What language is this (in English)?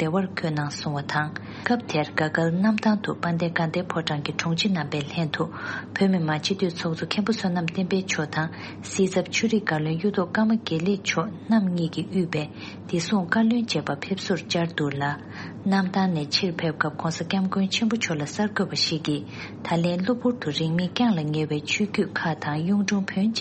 Tibetan